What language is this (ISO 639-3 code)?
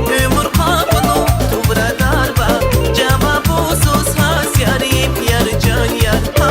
tab